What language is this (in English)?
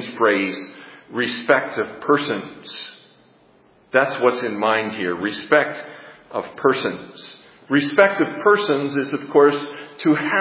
English